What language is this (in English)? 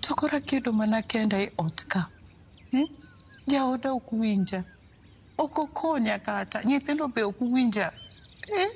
Luo (Kenya and Tanzania)